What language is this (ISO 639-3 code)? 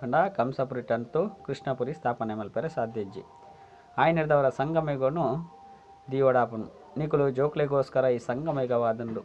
tcy